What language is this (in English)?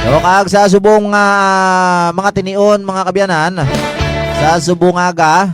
Hiligaynon